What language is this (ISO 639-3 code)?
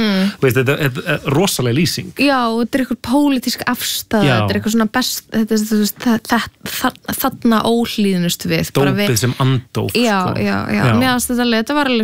isl